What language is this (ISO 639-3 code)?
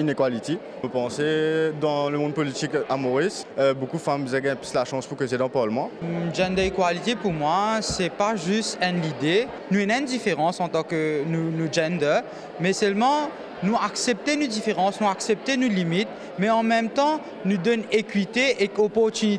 mfe